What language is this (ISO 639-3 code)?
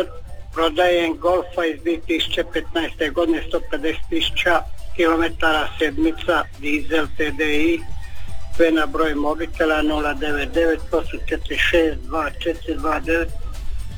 hrv